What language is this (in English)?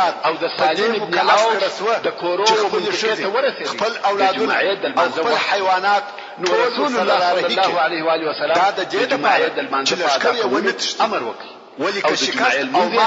Pashto